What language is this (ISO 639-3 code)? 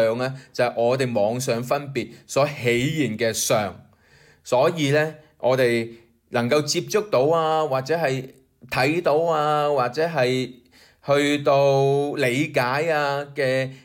yue